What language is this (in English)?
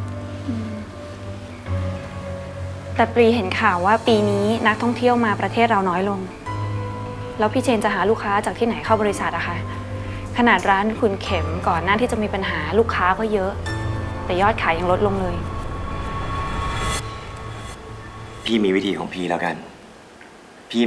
Thai